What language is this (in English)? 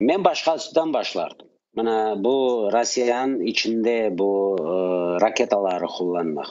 Crimean Tatar